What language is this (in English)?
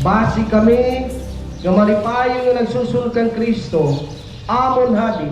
Waray